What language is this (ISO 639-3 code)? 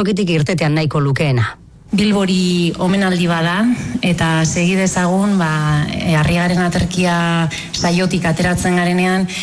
eus